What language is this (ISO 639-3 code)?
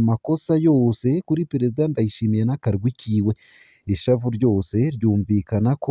run